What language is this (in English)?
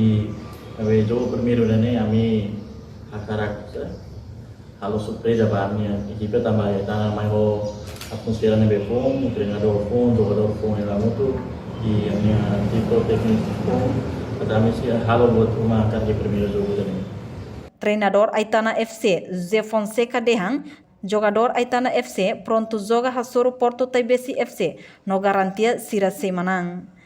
Tetum